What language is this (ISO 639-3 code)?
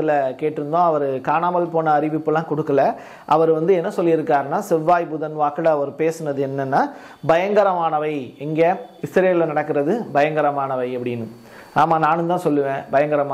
tam